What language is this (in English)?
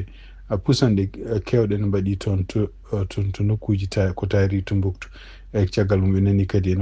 Fula